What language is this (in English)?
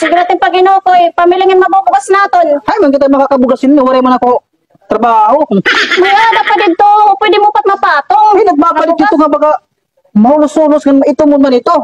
Waray